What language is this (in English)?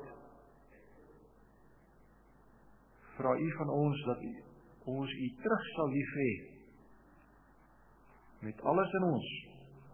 Afrikaans